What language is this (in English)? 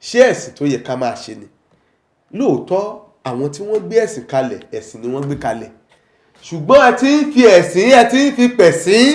Yoruba